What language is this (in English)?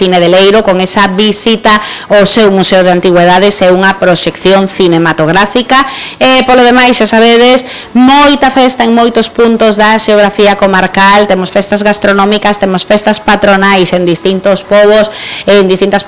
Galician